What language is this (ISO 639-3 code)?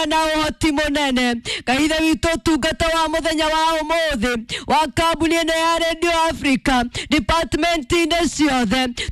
kik